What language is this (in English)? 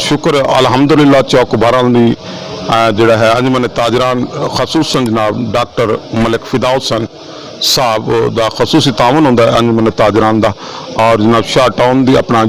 Saraiki